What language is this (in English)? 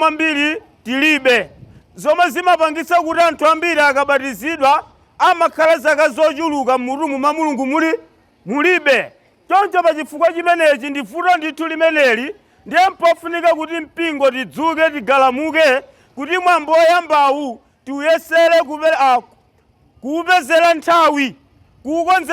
Nyanja